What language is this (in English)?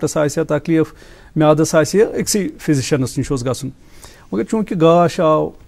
Kashmiri